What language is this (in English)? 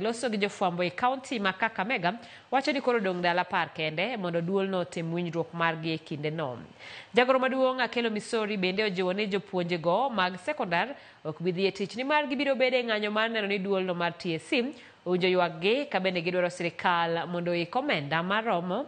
Luo (Kenya and Tanzania)